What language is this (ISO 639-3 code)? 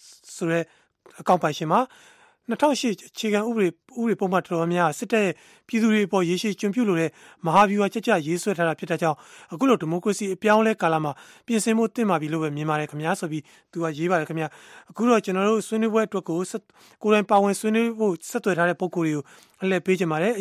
mya